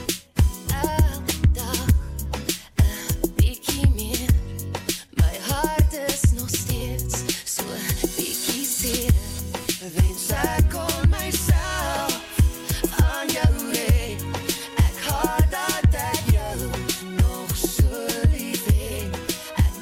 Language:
Afrikaans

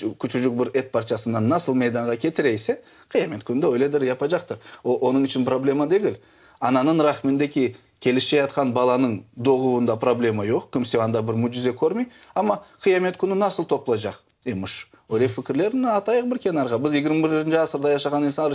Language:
Crimean Tatar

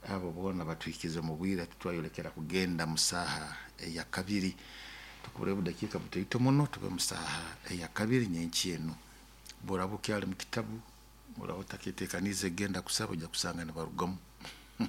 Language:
Nyoro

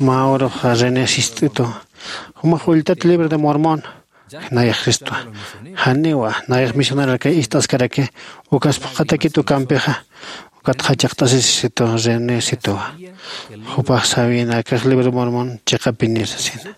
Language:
Aymara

